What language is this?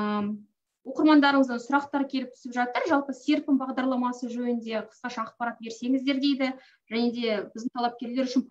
Kazakh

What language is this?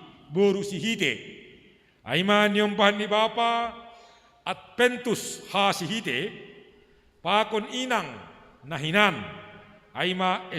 Batak Simalungun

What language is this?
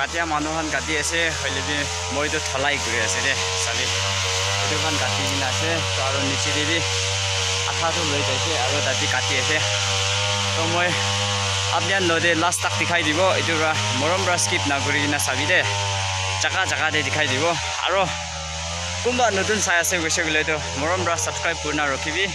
Naga Pidgin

